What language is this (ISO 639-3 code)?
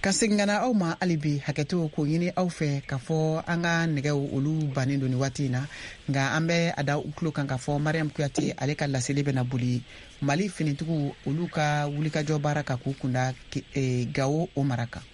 bam